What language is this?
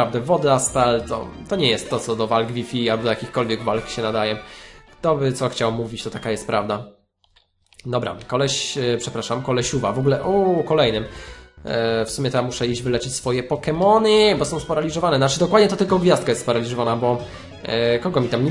Polish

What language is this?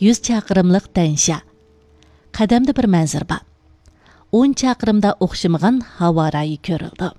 Uyghur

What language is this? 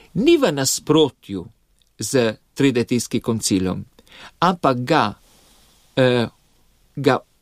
Slovenian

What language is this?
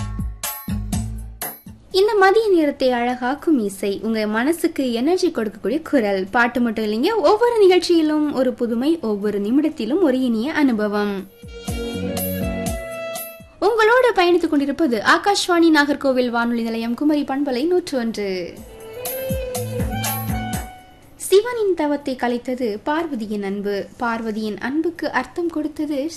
Tamil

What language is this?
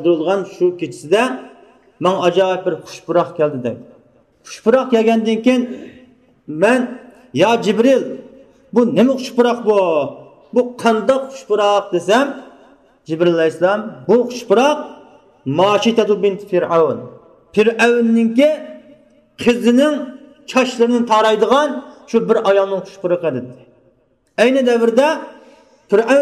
Uyghur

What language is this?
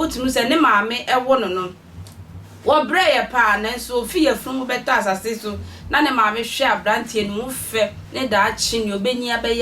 Akan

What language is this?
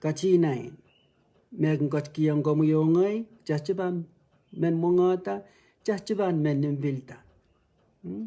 Pohnpeian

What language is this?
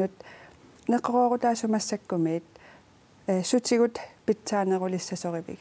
Kalaallisut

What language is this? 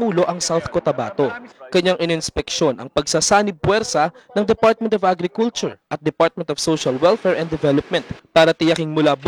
Filipino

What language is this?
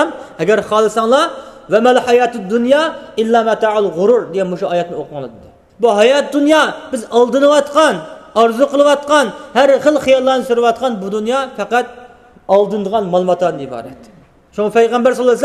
Uyghur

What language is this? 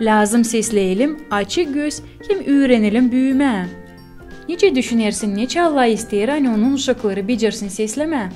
Gagauz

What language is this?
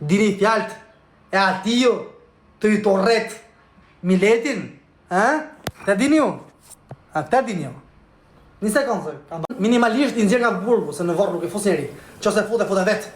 Albanian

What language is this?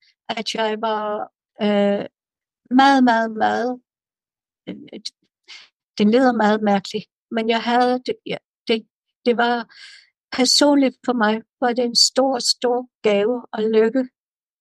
Danish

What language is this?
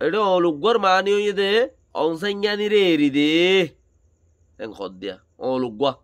Rohingya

